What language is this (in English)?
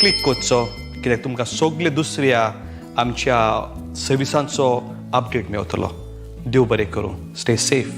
Konkani